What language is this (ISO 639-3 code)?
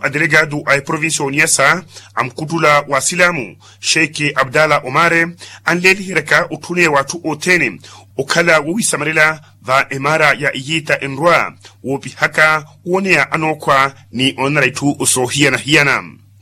vmw